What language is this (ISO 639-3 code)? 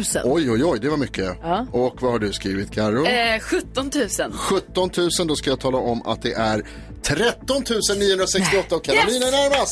swe